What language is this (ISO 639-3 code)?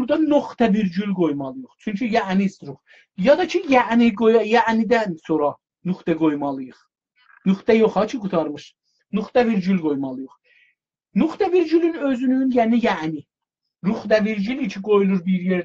azb